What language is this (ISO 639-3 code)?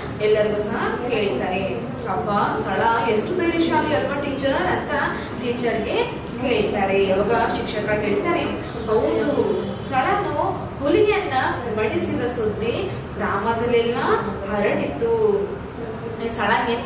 kan